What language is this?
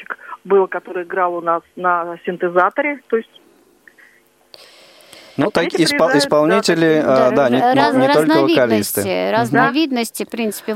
Russian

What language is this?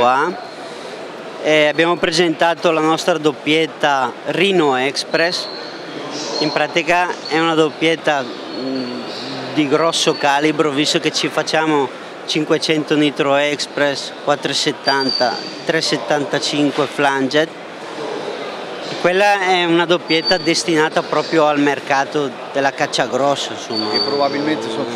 Italian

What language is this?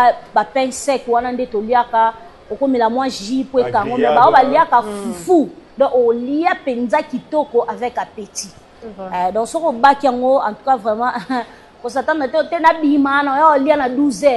Lingala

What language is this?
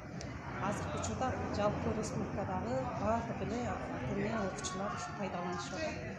Kyrgyz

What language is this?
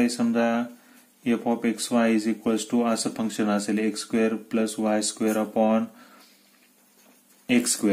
Marathi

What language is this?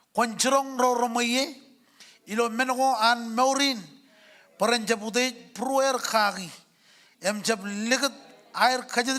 Marshallese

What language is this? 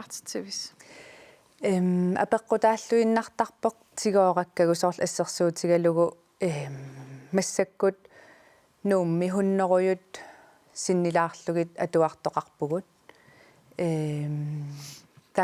Kalaallisut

